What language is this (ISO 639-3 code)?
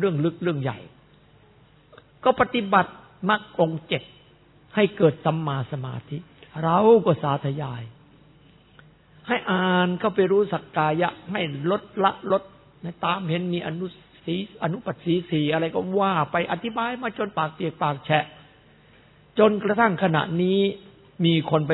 tha